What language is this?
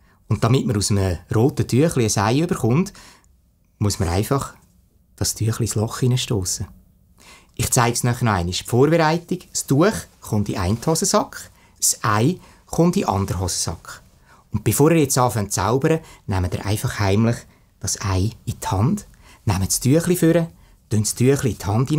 Swiss German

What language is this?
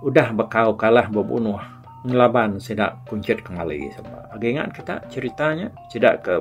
Iban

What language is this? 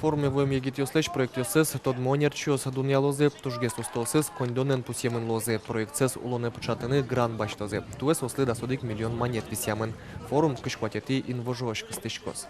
Udmurt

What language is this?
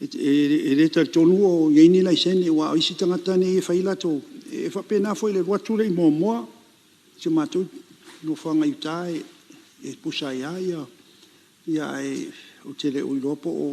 Samoan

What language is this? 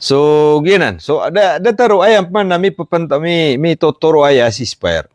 Maranao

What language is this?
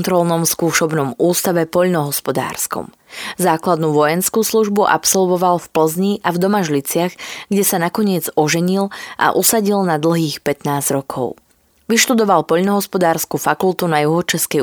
Slovak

